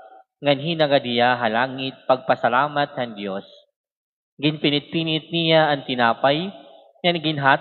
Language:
Waray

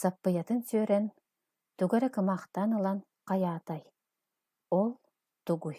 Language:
Yakut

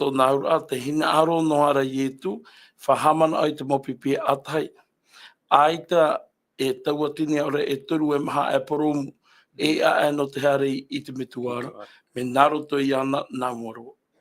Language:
Tahitian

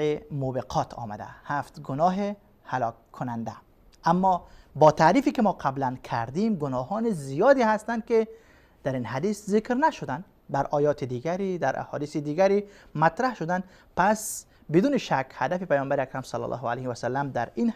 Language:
Persian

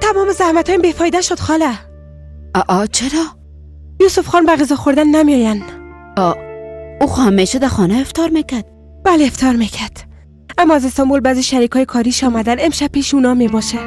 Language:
Persian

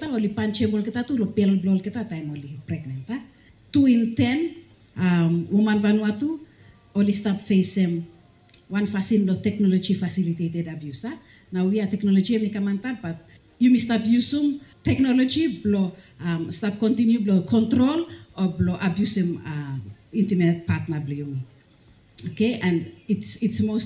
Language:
Bislama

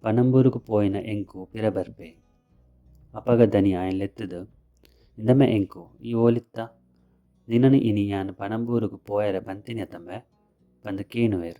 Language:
Tulu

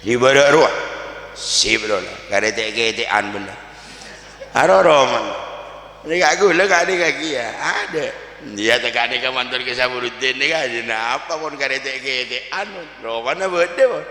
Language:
Madurese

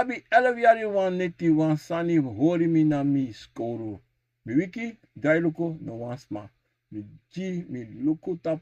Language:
Sranan Tongo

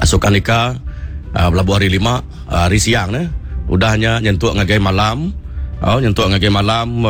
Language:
Iban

